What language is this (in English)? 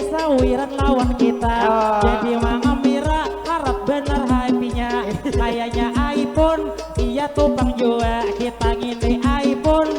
Banjar